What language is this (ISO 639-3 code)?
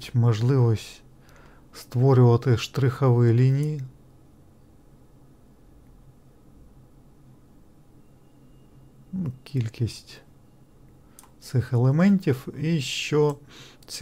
ukr